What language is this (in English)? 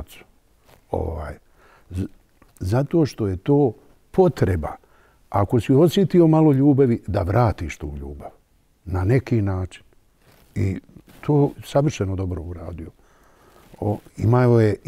Bosnian